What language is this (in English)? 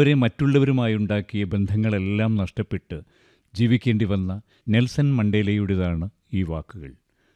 Malayalam